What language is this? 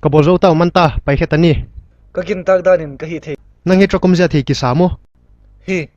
Paite Chin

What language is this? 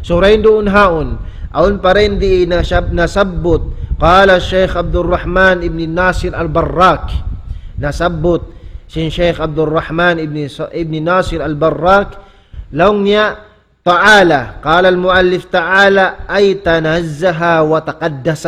Tausug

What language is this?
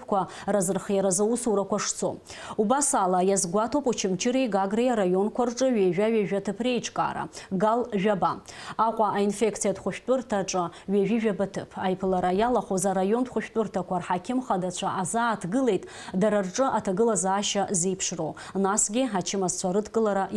Abkhazian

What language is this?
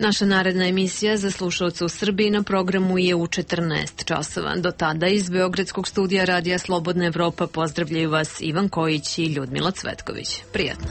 Serbian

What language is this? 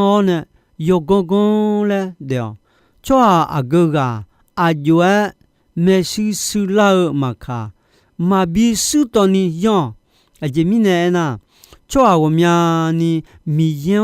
Akha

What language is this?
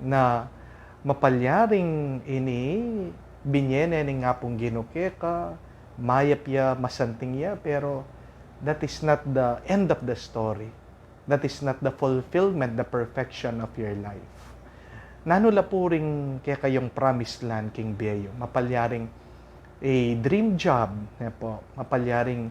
Pampanga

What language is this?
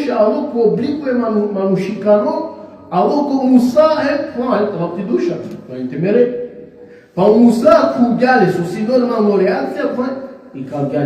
Balkan Romani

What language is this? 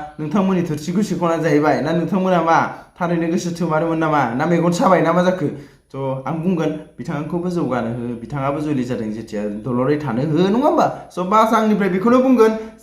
Bodo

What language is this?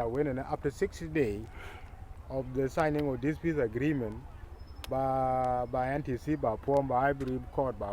Nuer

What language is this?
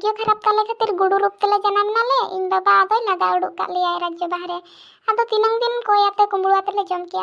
Santali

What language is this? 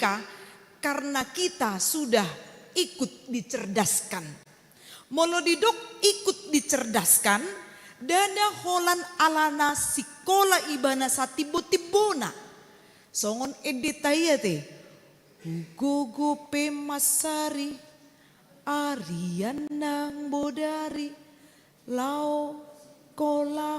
Batak Toba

